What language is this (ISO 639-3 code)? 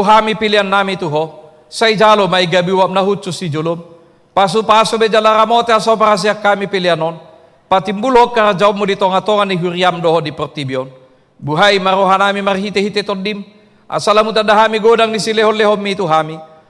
bbc